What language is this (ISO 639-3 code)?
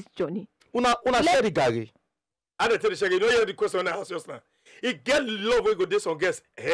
pcm